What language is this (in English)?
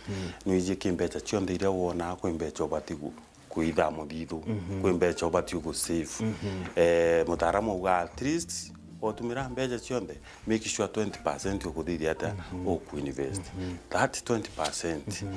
Meru